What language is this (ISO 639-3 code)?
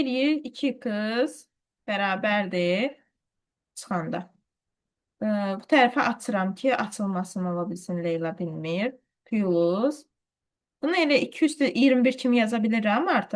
aze